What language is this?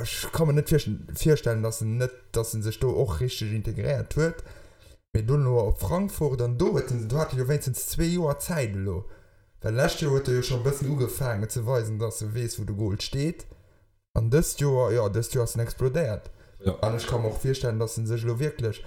Luxembourgish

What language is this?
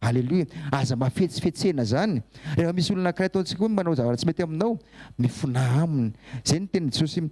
Malagasy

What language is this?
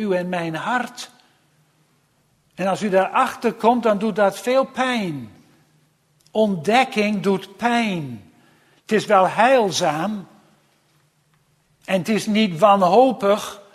Dutch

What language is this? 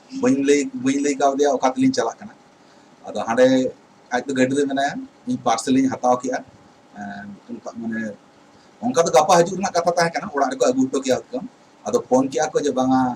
Santali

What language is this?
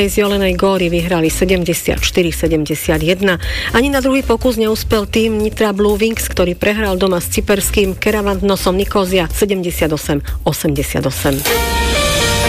Slovak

